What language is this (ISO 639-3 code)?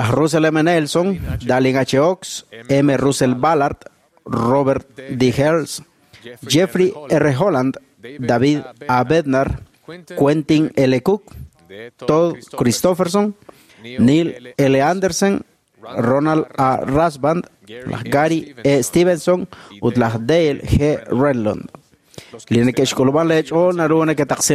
kek